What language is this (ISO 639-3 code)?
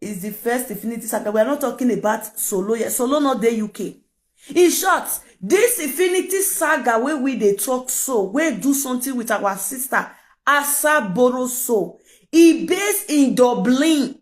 pcm